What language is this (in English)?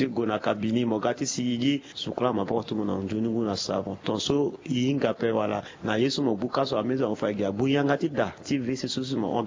Sango